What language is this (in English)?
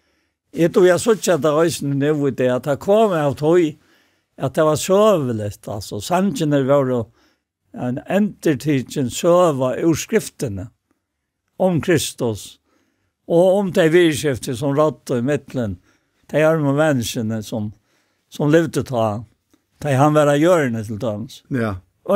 Faroese